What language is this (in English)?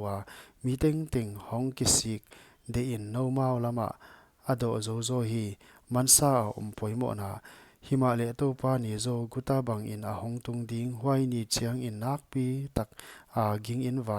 Paite Chin